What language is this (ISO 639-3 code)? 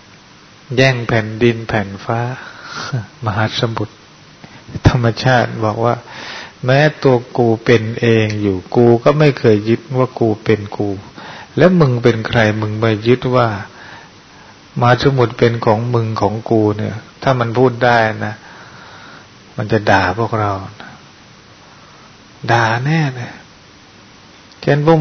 tha